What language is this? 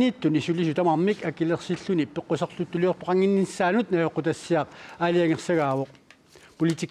Kalaallisut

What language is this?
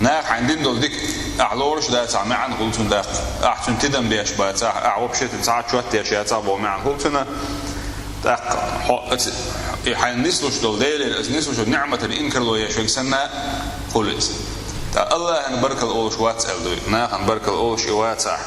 Chechen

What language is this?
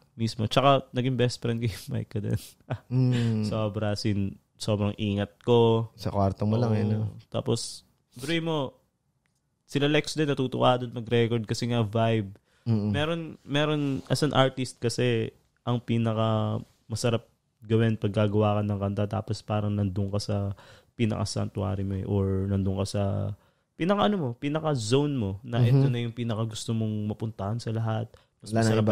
Filipino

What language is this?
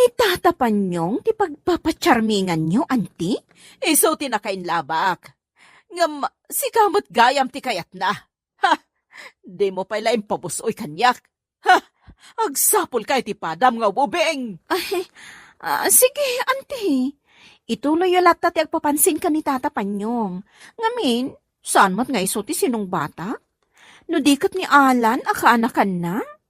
Iloko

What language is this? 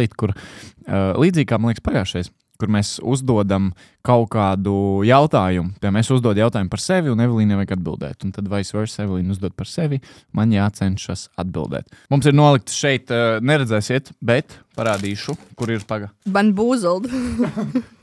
Latvian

